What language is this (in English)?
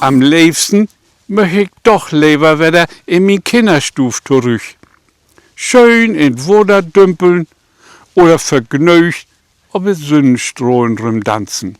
Low German